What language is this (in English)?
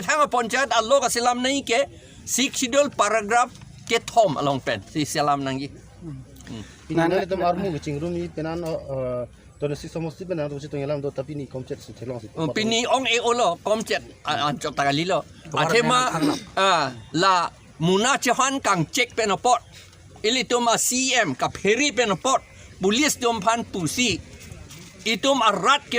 Karbi